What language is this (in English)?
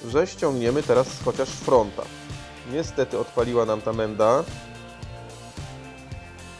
Polish